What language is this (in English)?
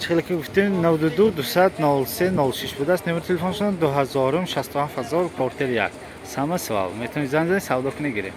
Tajik